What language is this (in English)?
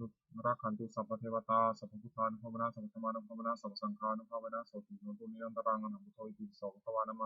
Pali